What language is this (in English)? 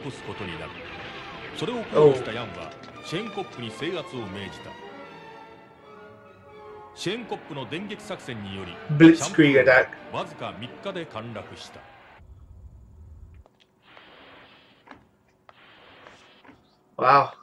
Japanese